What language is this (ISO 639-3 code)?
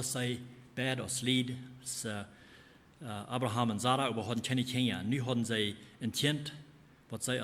pdt